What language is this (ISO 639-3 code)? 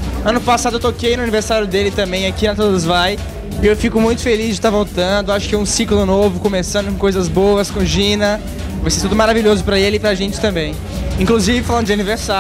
por